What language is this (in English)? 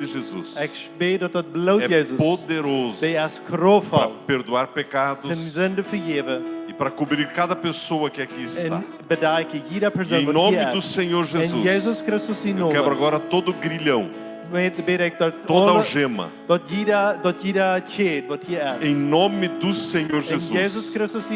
Plautdietsch